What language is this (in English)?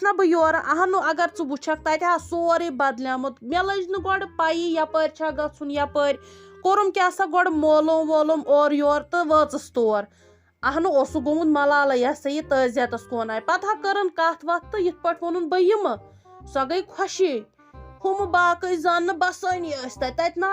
Kashmiri